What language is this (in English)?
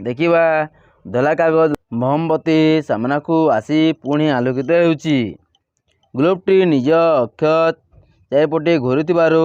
Odia